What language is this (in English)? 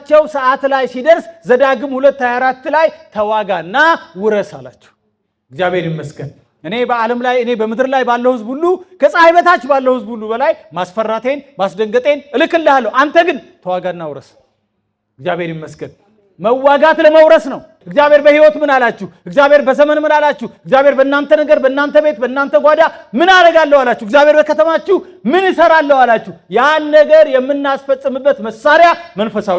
Amharic